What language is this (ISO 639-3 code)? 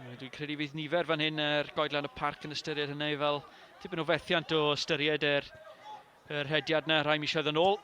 cym